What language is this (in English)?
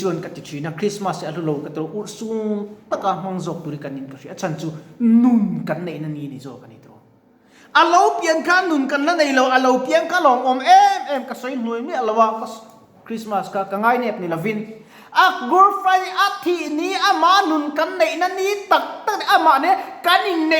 Mizo